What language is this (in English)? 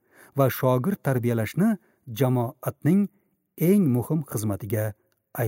Uzbek